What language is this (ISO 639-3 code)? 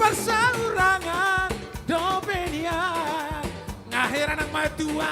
bbc